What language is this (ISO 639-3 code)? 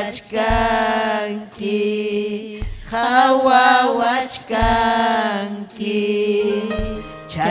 quy